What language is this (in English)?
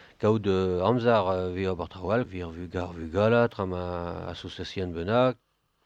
Breton